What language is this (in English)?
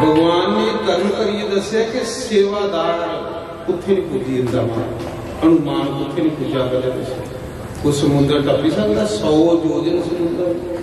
Dogri